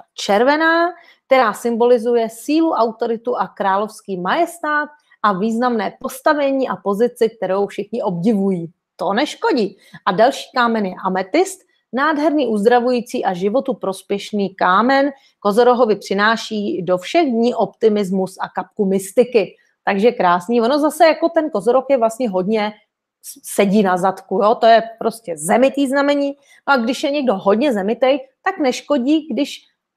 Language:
Czech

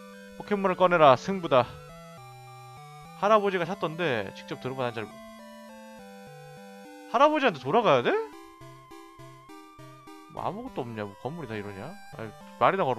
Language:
Korean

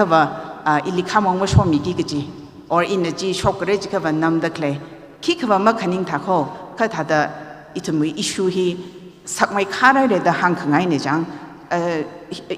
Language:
Tangkhul Naga (India)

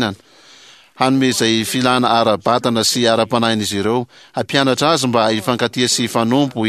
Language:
Malagasy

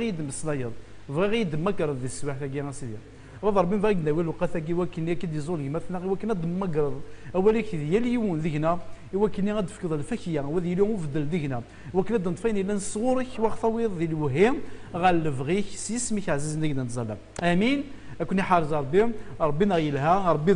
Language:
Kabyle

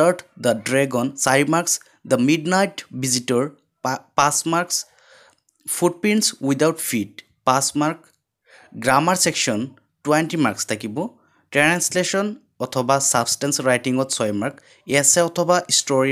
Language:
Assamese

